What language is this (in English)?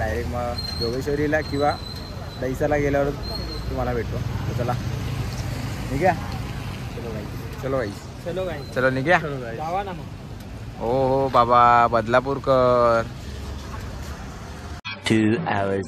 Marathi